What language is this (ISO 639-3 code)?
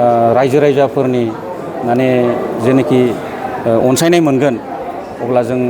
brx